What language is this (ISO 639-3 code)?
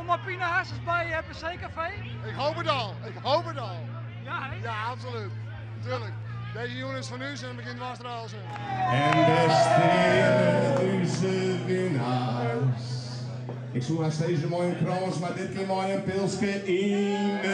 fry